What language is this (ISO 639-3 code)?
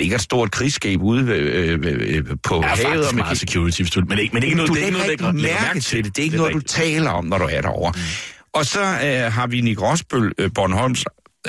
dan